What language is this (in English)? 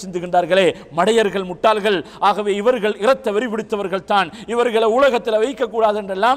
Tamil